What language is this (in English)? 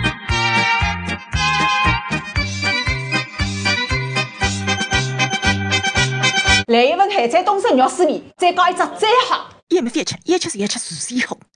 Wu Chinese